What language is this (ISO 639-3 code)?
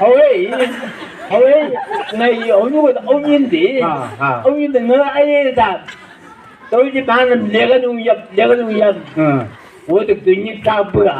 nbc